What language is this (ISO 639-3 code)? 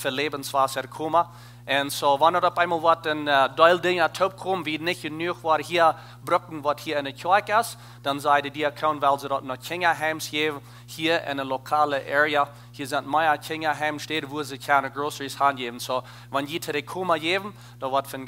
pdt